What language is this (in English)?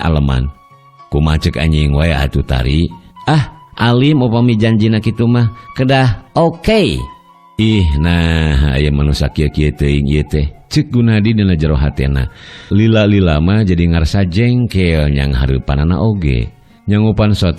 Sundanese